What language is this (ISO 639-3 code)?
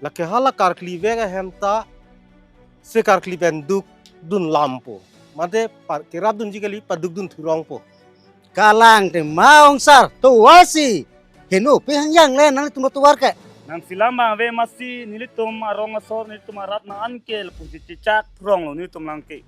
mjw